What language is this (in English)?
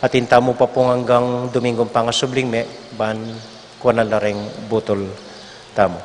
Pampanga